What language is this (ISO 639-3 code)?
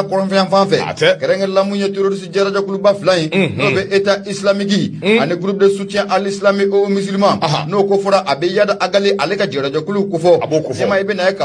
bam